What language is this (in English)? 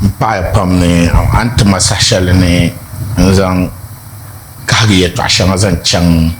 Dagbani